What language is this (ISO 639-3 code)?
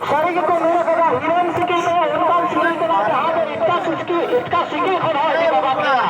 sat